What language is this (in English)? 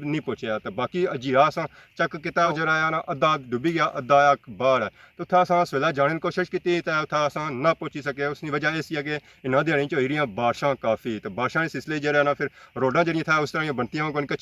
Pahari-Potwari